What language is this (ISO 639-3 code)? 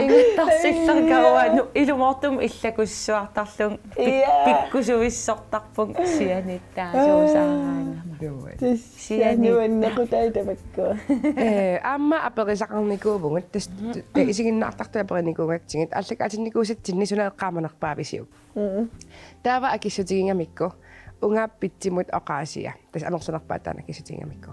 kal